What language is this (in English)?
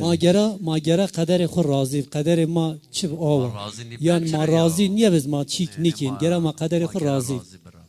Zaza